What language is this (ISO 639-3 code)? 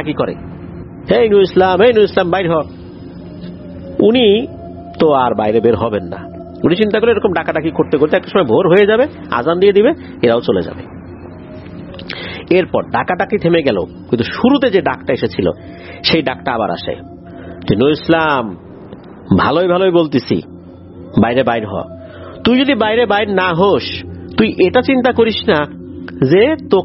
ben